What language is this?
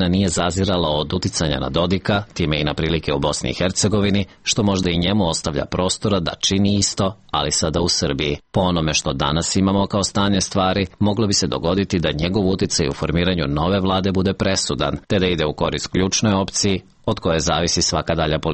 Serbian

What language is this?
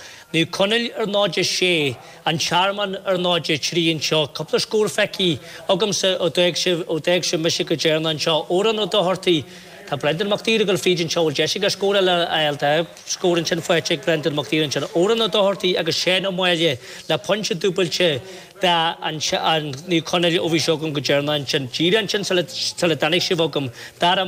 Irish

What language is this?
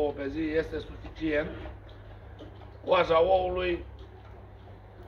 Romanian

